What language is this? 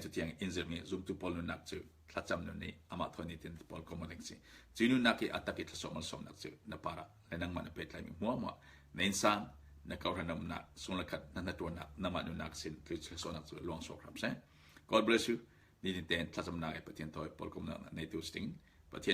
Falam Chin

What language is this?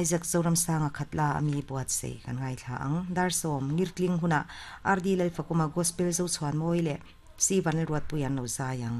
Mizo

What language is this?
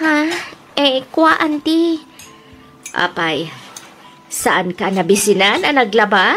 Iloko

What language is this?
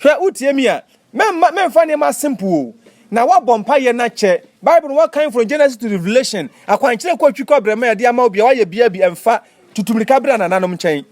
Akan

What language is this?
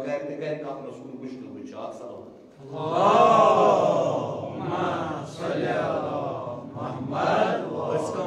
Kashmiri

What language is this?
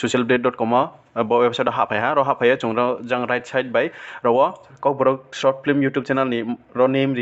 Riang (India)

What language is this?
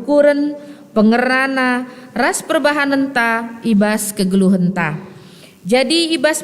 Batak Karo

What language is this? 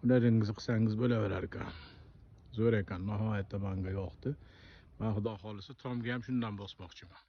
Uzbek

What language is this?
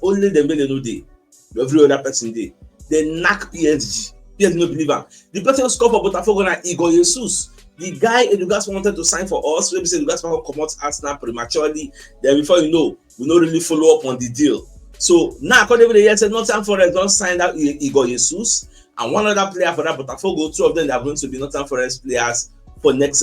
Nigerian Pidgin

